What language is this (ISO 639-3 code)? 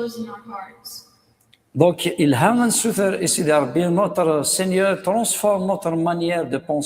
kab